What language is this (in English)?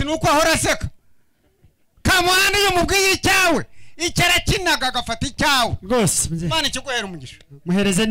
Kinyarwanda